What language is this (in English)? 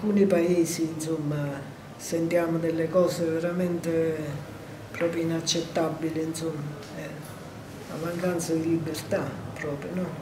Italian